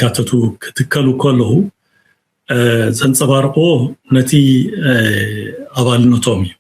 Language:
Tigrinya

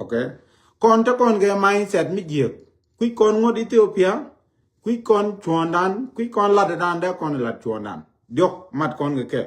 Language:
Nuer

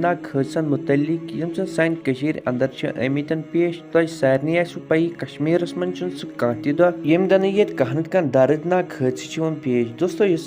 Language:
Kashmiri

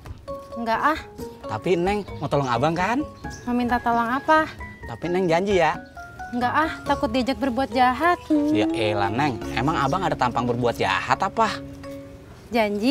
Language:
Betawi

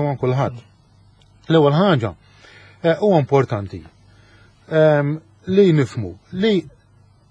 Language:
Maltese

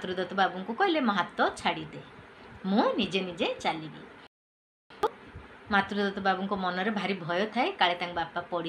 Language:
Odia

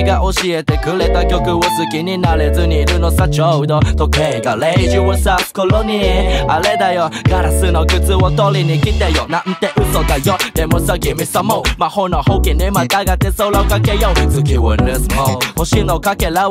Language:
Japanese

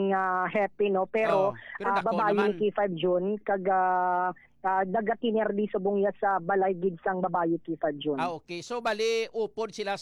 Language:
Hiligaynon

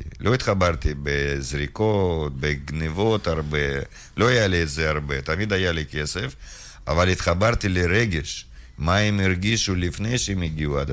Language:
Hebrew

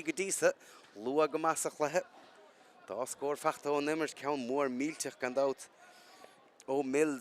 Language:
Irish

